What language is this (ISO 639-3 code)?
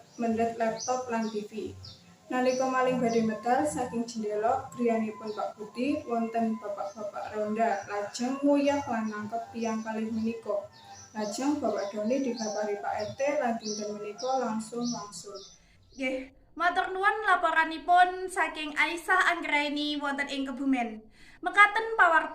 jav